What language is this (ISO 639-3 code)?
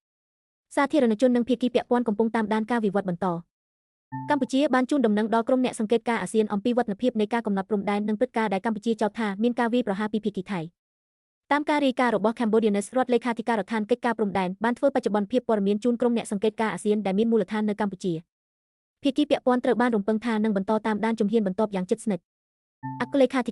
khm